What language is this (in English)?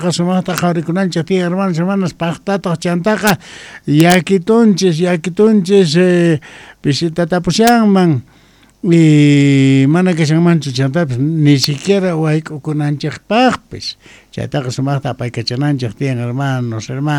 South Bolivian Quechua